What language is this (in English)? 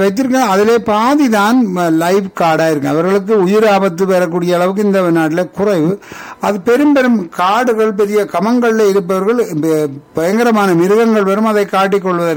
Tamil